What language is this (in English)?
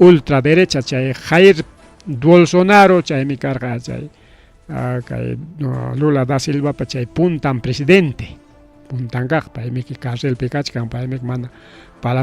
Ayacucho Quechua